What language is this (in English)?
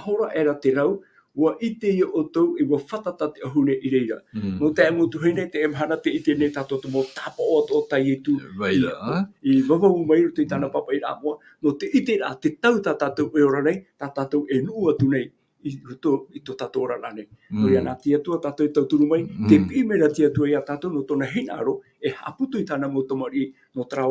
Tahitian